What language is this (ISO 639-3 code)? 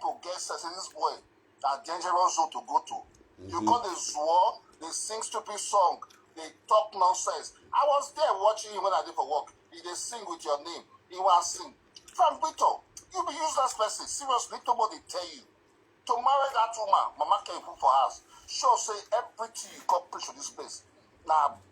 pcm